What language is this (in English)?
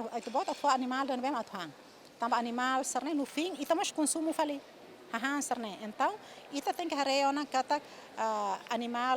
Tetum